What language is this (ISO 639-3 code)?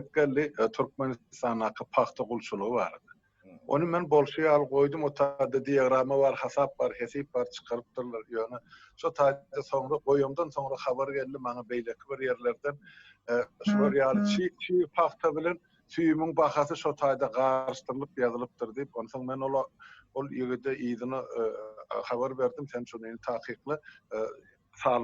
tuk